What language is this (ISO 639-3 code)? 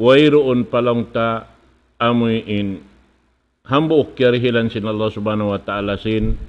tsg